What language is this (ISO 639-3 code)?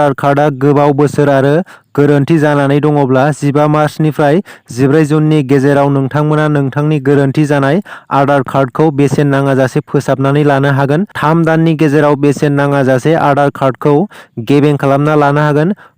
brx